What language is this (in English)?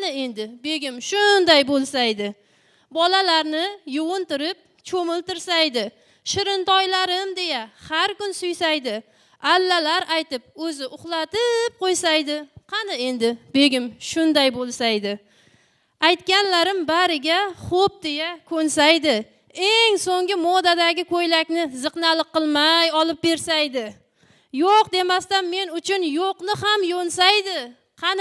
Kara-Kalpak